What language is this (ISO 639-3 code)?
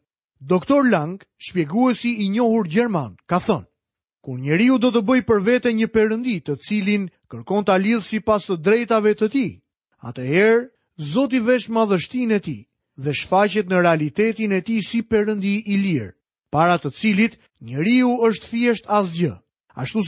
sqi